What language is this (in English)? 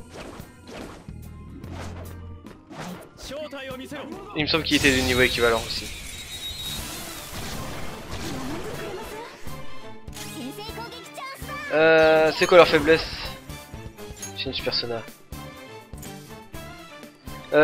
French